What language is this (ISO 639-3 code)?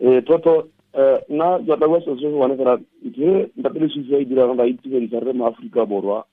tsn